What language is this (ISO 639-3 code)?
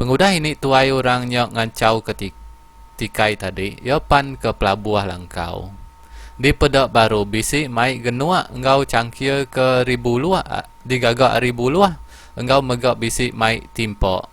iba